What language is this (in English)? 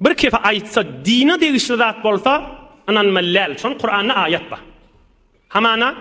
Turkmen